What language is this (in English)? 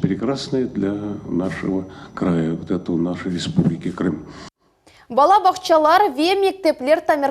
Crimean Tatar